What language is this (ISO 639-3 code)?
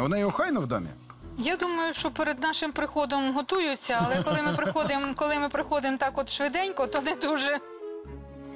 ukr